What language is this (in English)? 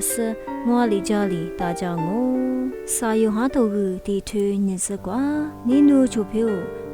Lisu